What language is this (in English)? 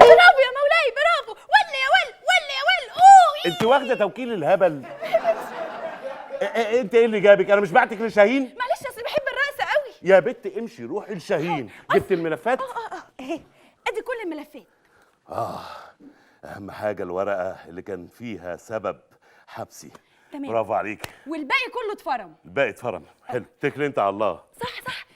Egyptian Arabic